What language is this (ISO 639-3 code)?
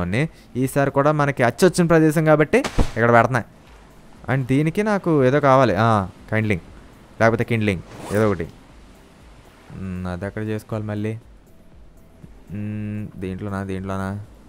tel